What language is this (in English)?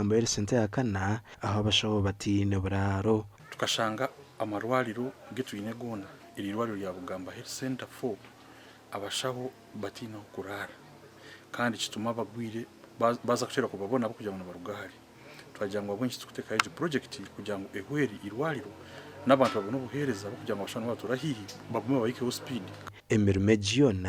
Nyankole